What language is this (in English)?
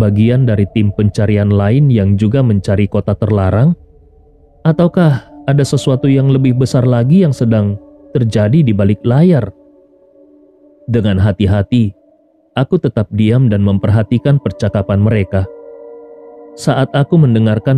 Indonesian